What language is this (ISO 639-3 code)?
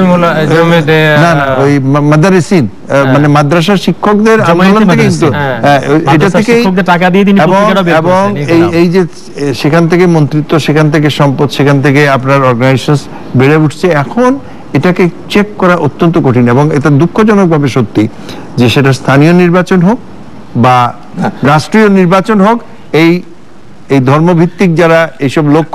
ben